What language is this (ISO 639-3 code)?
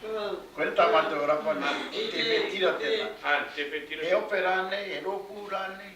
mri